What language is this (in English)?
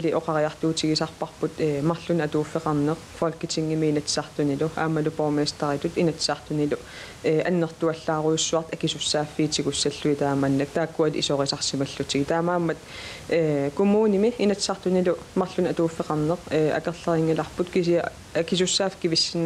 Kalaallisut